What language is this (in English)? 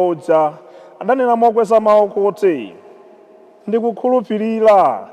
Nyanja